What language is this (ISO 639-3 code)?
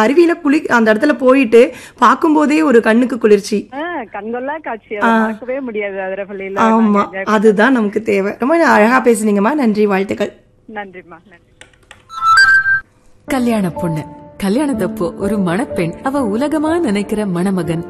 tam